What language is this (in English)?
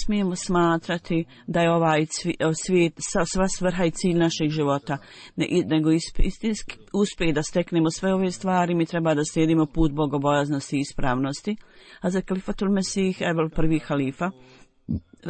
Bosnian